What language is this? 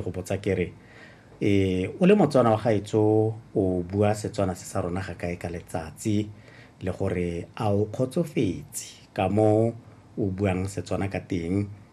Tswana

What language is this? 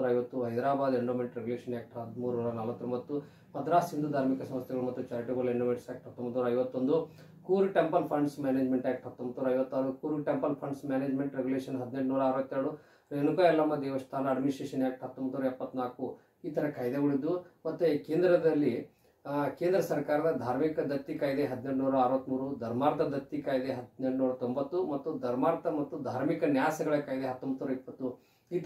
Kannada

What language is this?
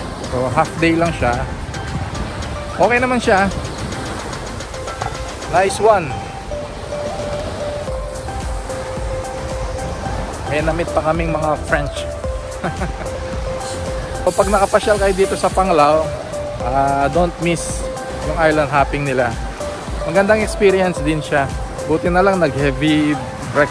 Filipino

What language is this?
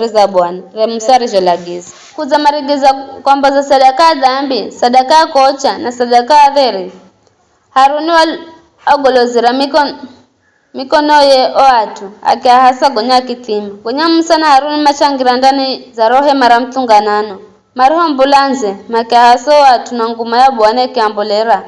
Giryama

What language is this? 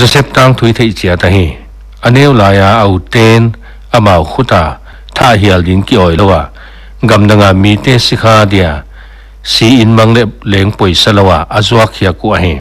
Paite Chin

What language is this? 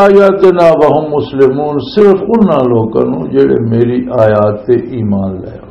Western Panjabi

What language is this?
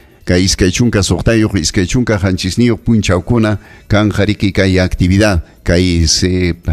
Ayacucho Quechua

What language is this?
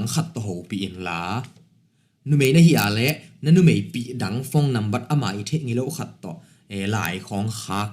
Tedim Chin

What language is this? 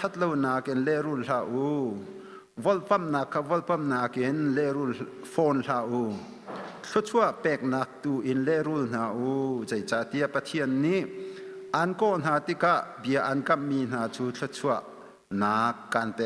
Hakha Chin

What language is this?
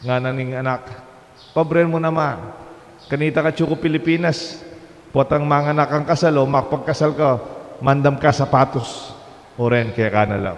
Pampanga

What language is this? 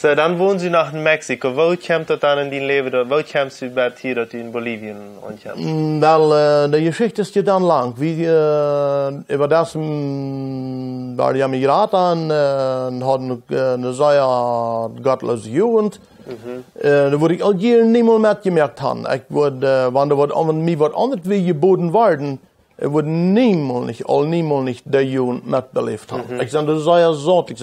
Plautdietsch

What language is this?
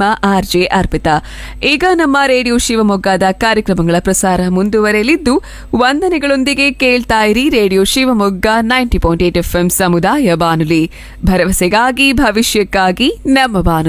Kannada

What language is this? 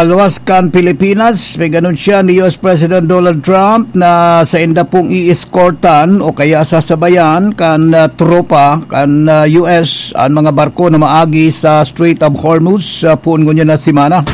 Bikol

